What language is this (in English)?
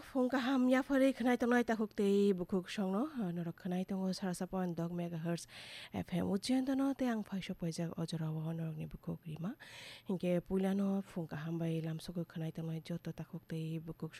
Kok Borok